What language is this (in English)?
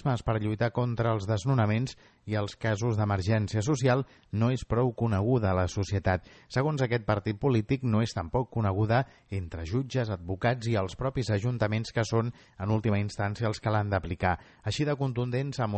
Catalan